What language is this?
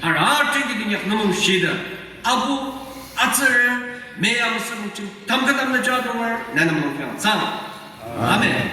Yimchungru Naga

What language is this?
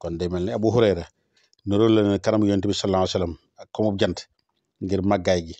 Wolof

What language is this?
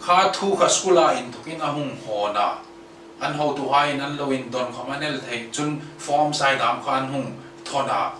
Hmar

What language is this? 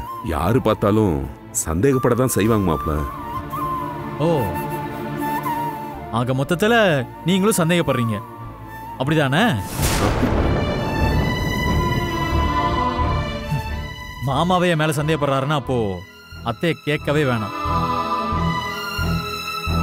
Tamil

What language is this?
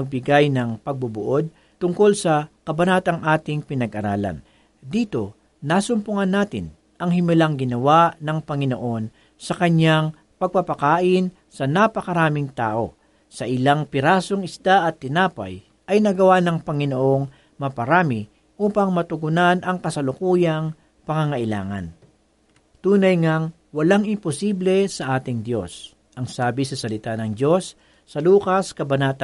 Filipino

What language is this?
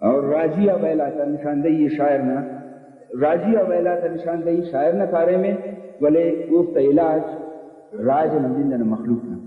Brahui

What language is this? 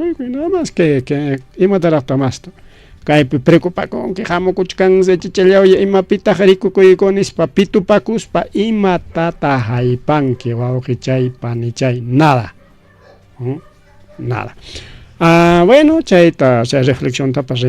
Ayacucho Quechua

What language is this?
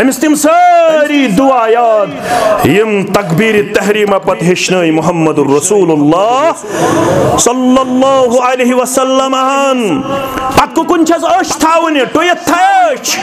Kashmiri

